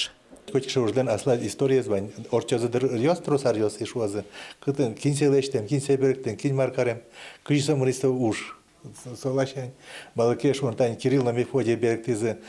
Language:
Udmurt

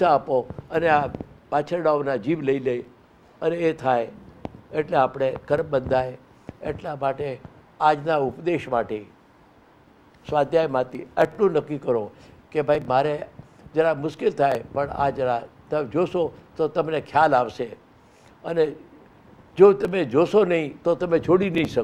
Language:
Gujarati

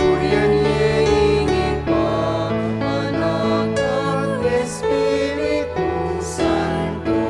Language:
Pampanga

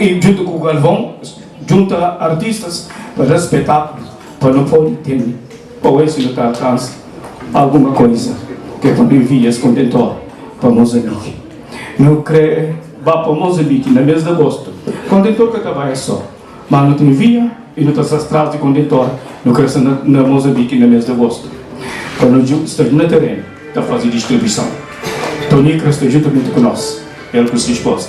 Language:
Kabuverdianu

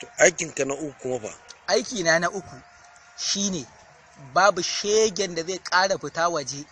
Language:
Hausa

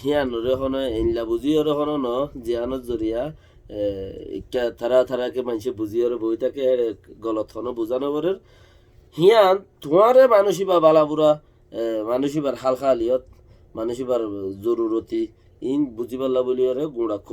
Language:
Rohingya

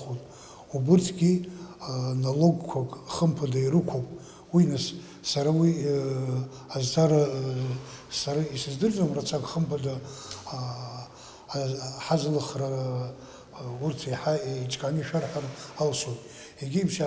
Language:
Abkhazian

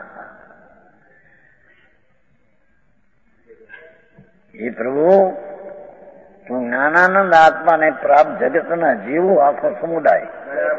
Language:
Gujarati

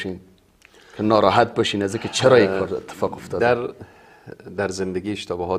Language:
Persian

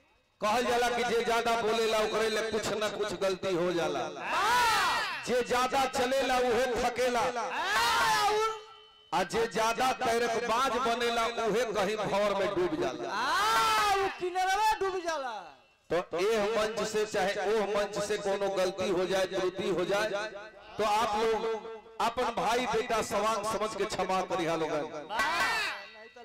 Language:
Bhojpuri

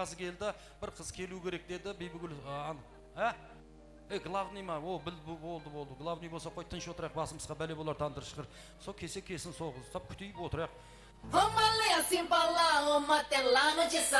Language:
Kara-Kalpak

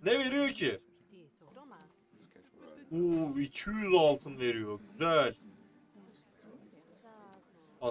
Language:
Turkish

